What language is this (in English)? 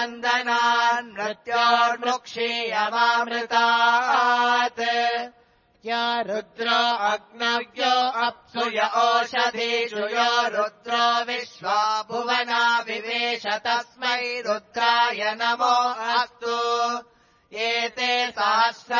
Sanskrit